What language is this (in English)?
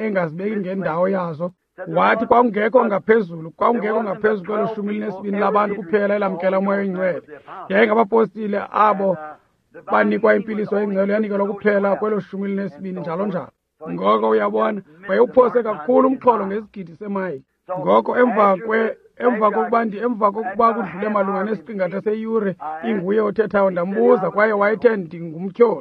Xhosa